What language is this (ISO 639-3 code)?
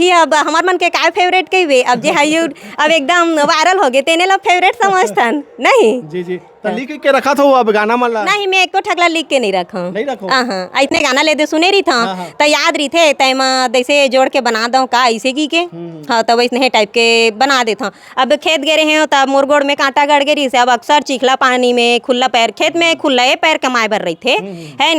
hne